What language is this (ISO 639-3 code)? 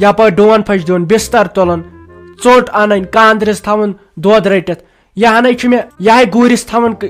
kas